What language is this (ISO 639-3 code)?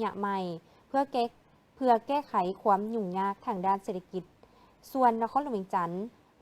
lao